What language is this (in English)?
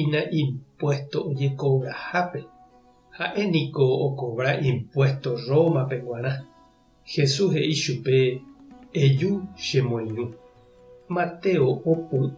Guarani